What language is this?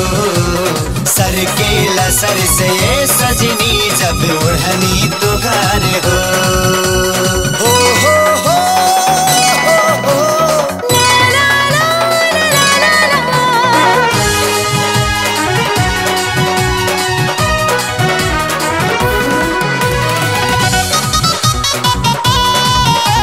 Bhojpuri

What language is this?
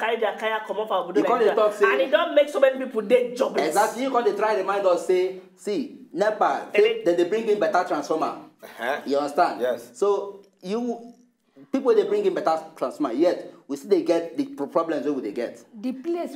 Nigerian Pidgin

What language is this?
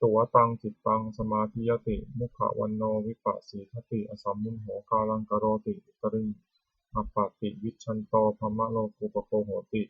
Pali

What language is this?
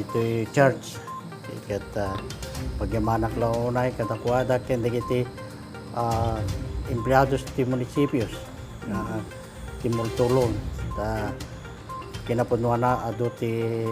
Iloko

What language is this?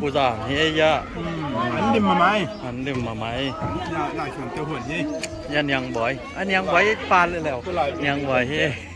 Tedim Chin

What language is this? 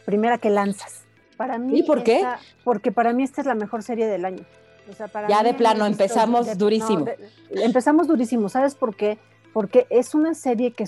Spanish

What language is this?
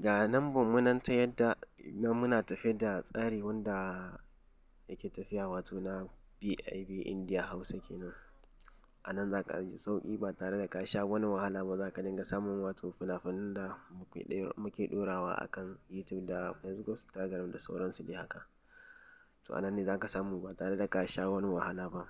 Hausa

